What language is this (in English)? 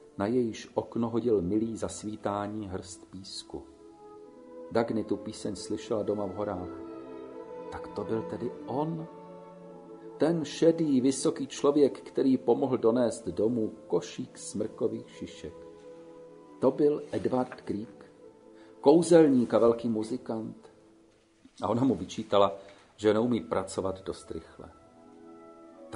Czech